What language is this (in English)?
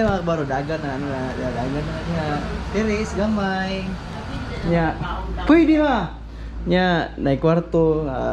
Cebuano